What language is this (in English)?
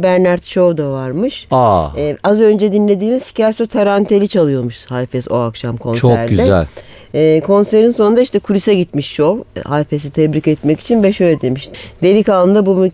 Turkish